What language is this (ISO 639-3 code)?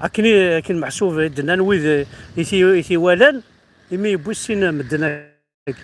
kab